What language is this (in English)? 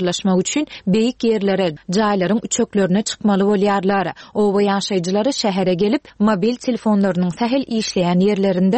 Turkmen